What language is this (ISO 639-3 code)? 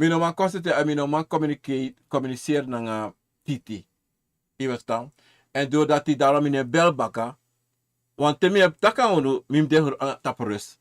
srn